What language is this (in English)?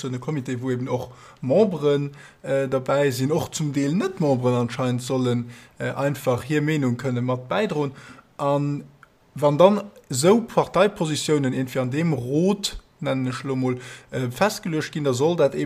Luxembourgish